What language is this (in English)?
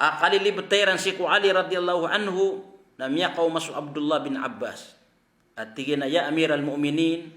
Maranao